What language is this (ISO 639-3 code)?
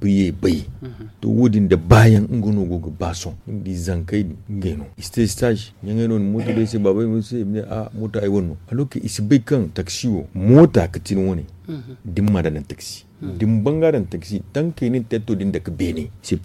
dje